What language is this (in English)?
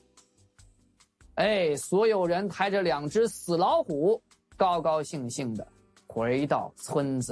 Chinese